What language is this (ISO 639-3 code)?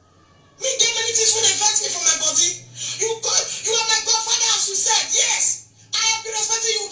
pcm